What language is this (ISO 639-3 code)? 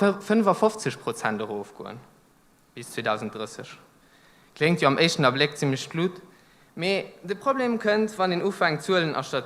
ltz